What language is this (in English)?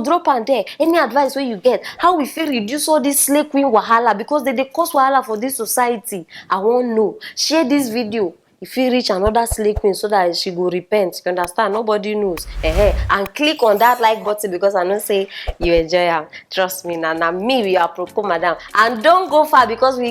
Nigerian Pidgin